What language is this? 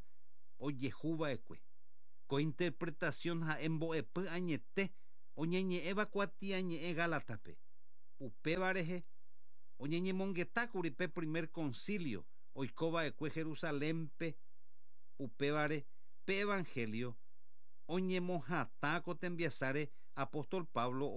Guarani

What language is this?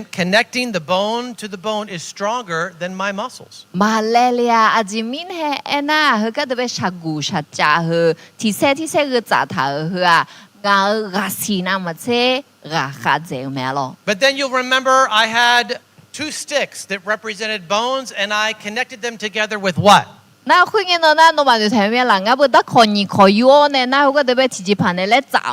Akha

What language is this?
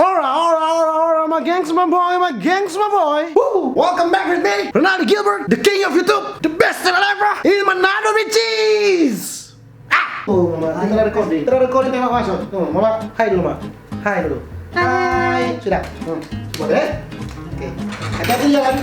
Manado Malay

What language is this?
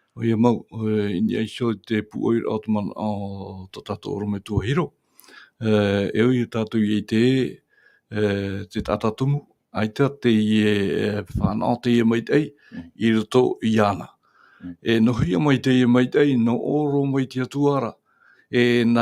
Tahitian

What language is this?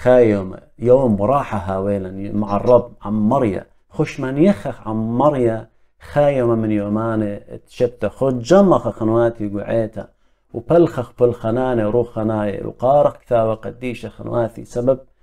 Assyrian Neo-Aramaic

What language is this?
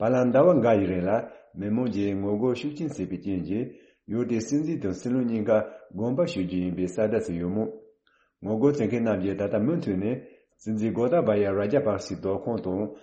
Tibetan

